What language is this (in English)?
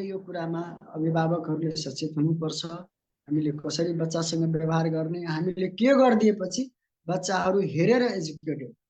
Nepali